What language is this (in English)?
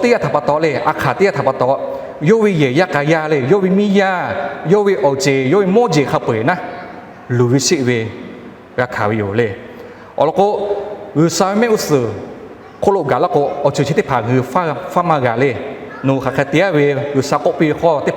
Lahu